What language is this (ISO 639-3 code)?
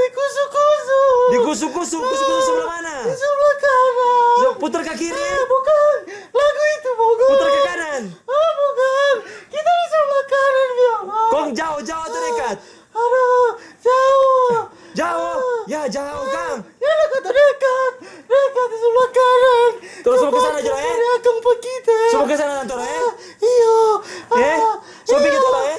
xmm